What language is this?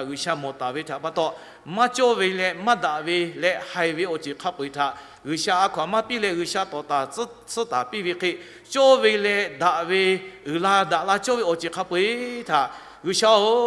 Lahu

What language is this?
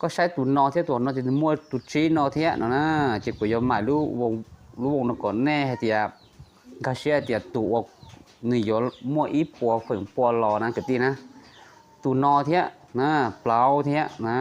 Hmong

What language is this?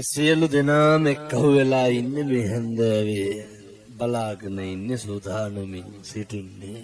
Sinhala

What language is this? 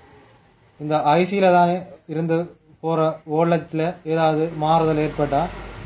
Tamil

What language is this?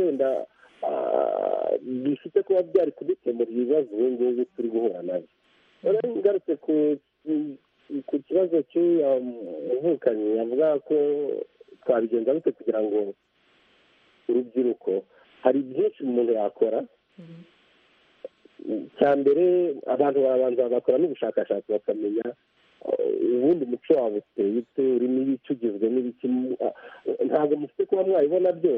Kinyarwanda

